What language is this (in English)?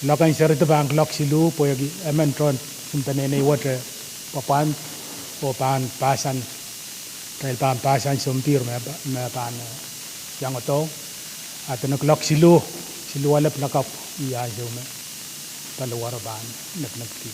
Pohnpeian